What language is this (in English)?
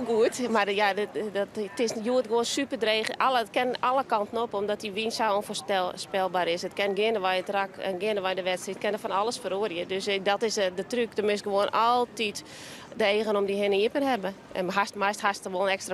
Western Frisian